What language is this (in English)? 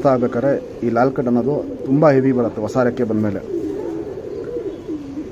Kannada